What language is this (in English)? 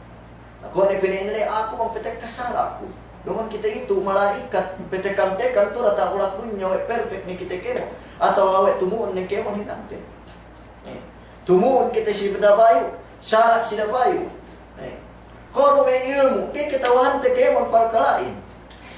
Yakan